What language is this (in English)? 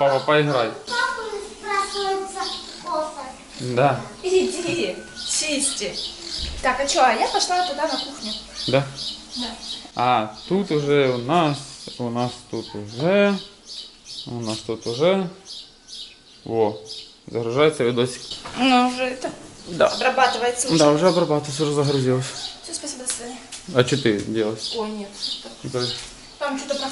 Russian